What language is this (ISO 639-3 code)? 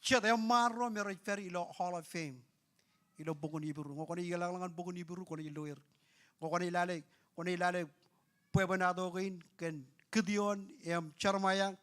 mah